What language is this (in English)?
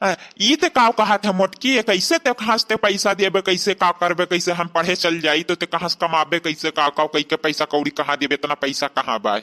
Awadhi